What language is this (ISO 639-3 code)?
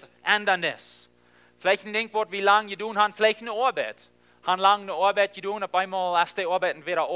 pdt